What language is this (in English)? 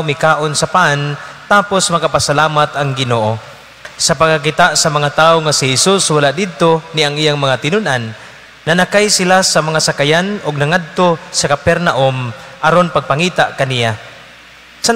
Cebuano